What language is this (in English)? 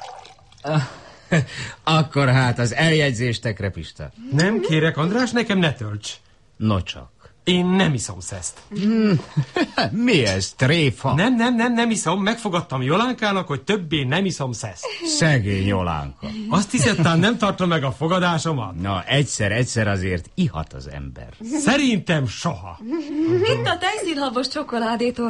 Hungarian